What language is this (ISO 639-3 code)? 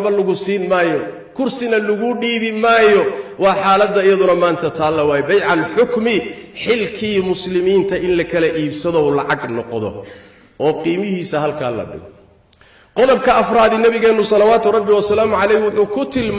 som